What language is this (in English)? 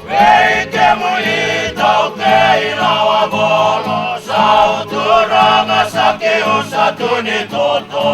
Fijian